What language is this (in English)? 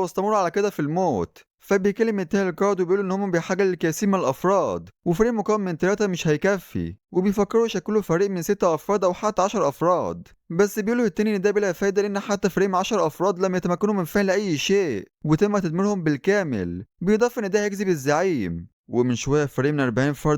Egyptian Arabic